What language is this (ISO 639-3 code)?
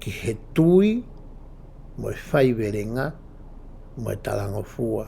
ton